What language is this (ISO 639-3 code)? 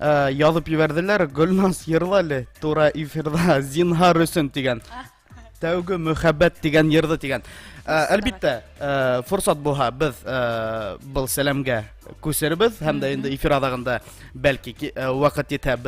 bak